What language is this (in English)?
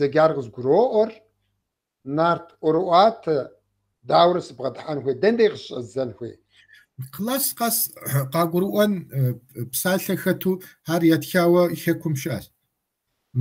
Kabardian